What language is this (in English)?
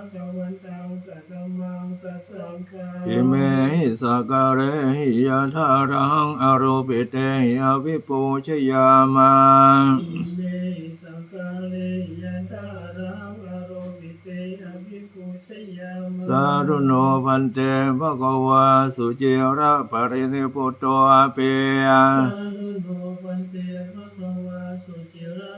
Pali